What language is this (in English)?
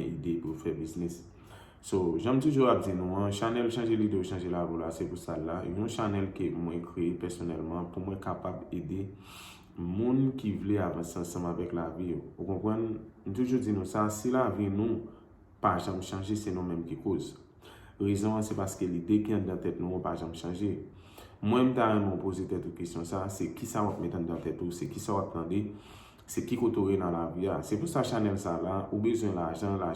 Haitian Creole